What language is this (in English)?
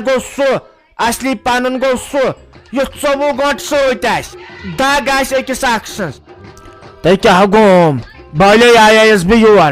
Kashmiri